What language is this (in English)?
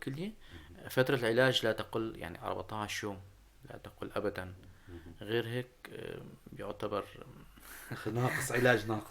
North Levantine Arabic